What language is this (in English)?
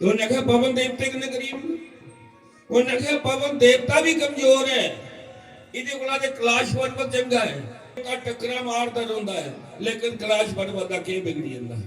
Dogri